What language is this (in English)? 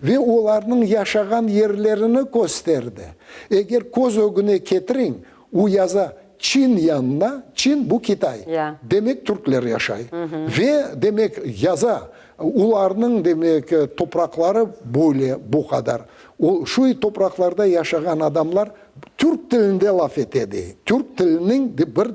Crimean Tatar